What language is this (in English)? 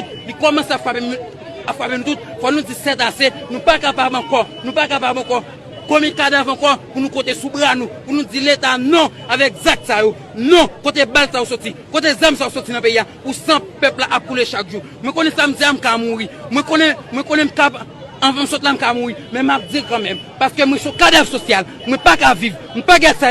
Haitian Creole